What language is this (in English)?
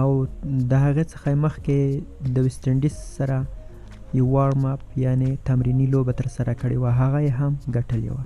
Pashto